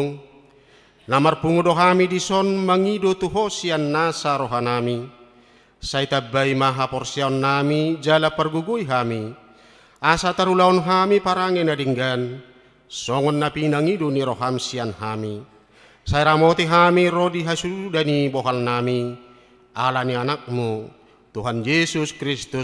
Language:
Batak Toba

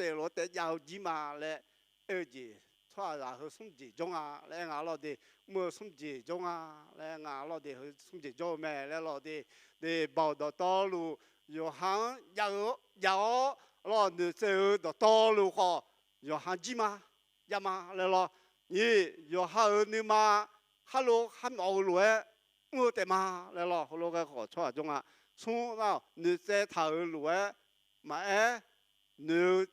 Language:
Akha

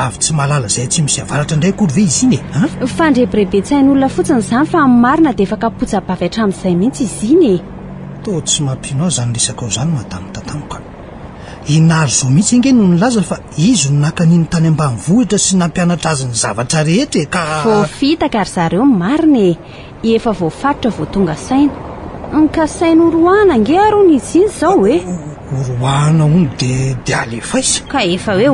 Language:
Malagasy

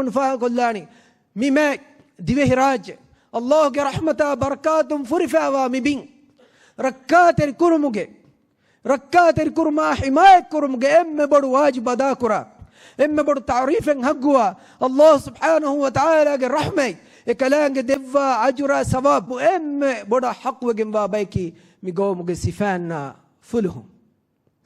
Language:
Divehi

